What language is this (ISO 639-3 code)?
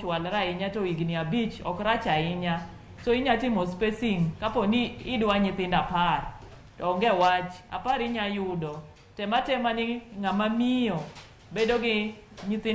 luo